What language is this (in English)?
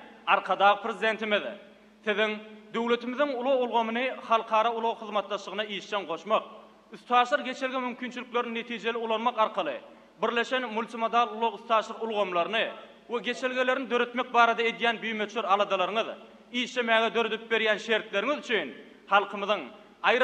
Turkmen